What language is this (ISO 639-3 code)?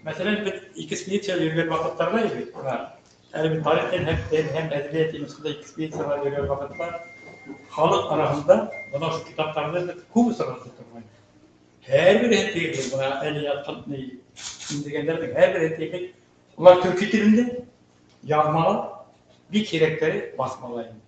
bak